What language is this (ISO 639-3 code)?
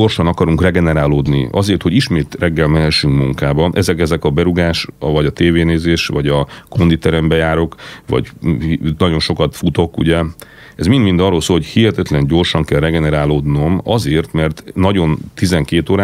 hun